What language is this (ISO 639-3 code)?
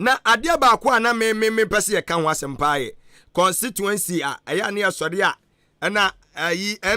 aka